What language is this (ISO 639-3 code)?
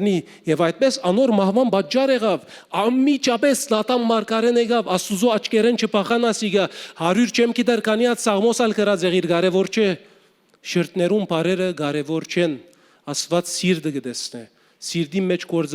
hyw